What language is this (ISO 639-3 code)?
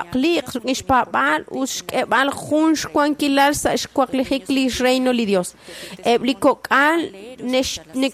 kek